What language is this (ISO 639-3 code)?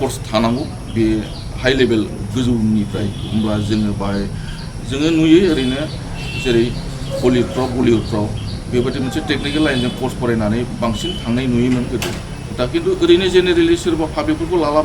brx